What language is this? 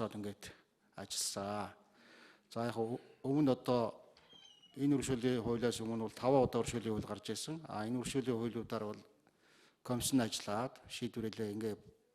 Mongolian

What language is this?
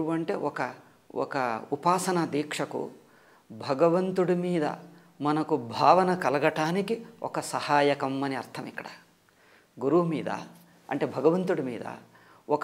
Telugu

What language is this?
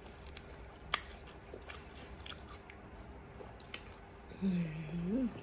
Lao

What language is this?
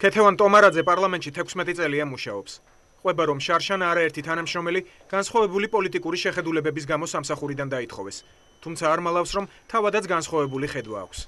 Georgian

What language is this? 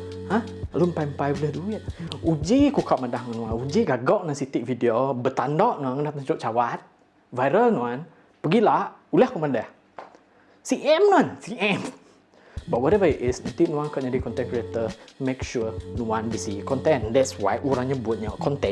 Iban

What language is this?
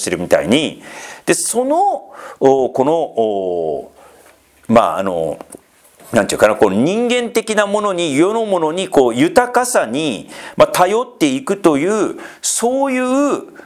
Japanese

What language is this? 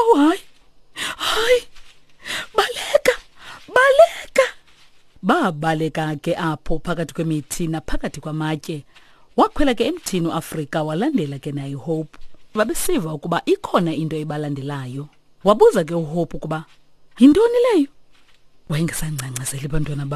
Xhosa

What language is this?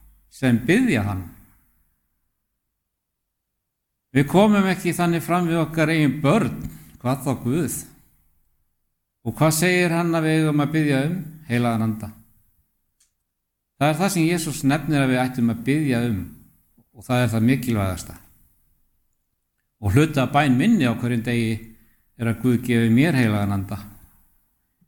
Icelandic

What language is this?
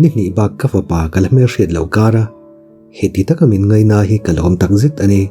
Mizo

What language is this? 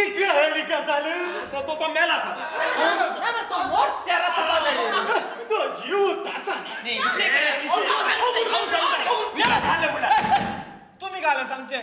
Konkani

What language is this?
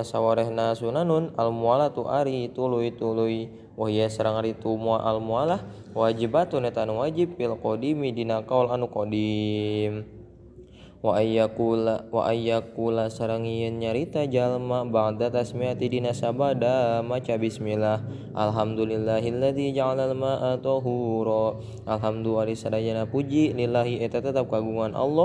Sundanese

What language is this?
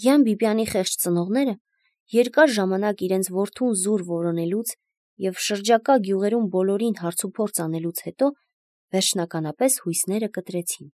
Armenian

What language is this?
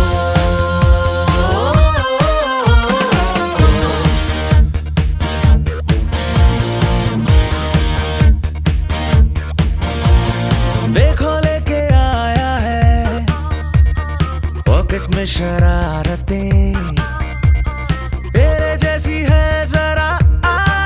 Hindi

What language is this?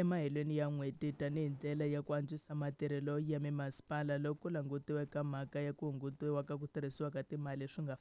Tsonga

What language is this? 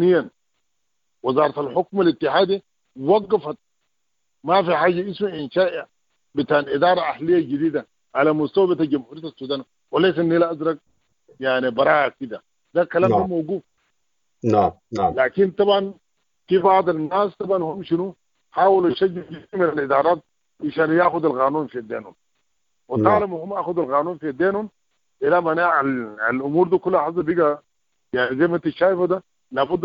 Sudanese Arabic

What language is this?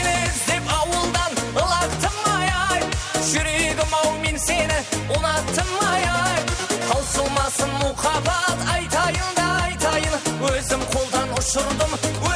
Kara-Kalpak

